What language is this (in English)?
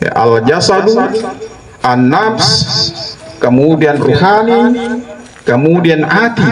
Buginese